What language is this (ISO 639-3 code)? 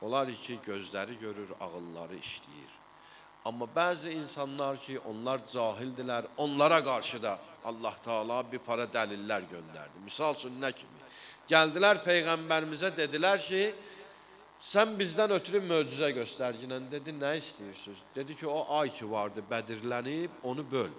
aze